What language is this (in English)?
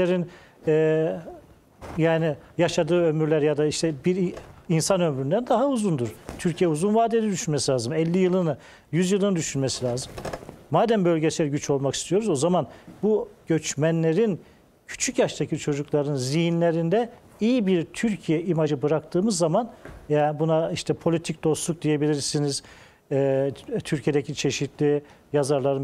Turkish